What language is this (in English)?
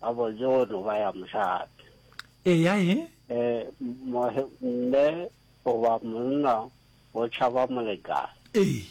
Northern Sotho